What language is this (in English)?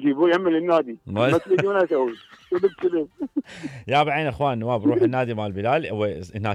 Mesopotamian Arabic